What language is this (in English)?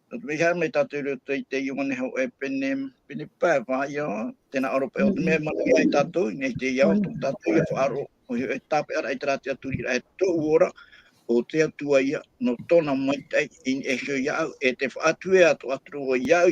Tahitian